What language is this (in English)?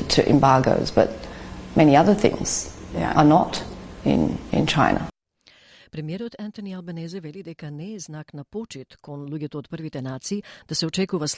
Macedonian